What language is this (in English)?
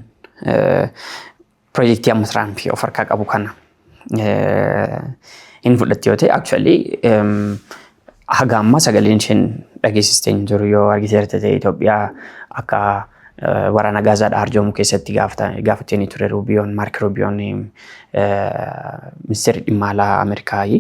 Oromo